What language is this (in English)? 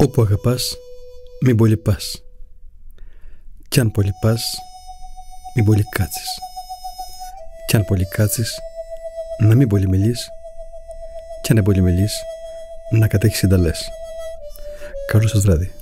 Greek